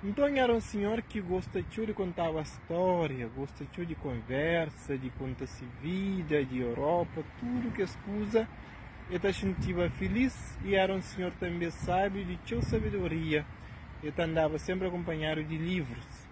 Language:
Kabuverdianu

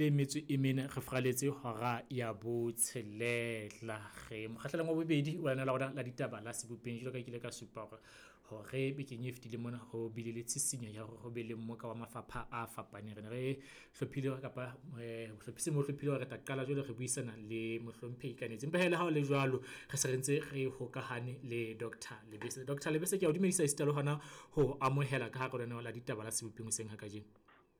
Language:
Southern Sotho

